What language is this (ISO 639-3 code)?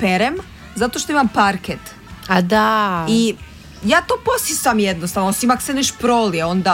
hrv